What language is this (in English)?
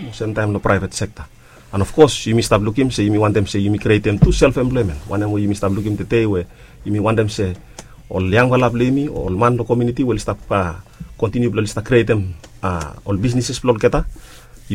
Bislama